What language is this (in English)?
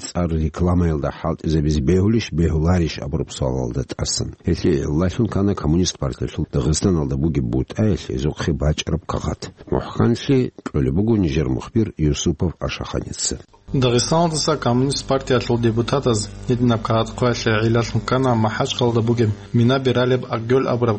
Avaric